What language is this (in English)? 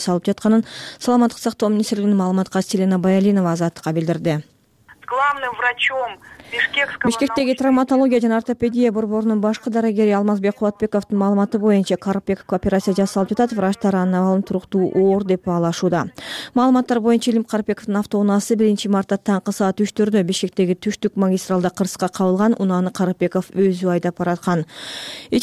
Kyrgyz